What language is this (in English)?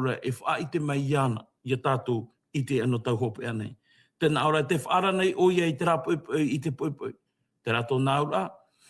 Tahitian